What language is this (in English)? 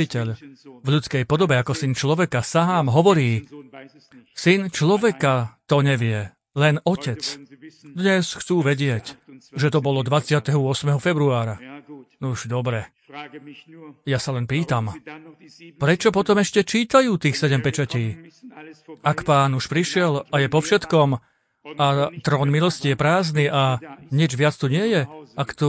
Slovak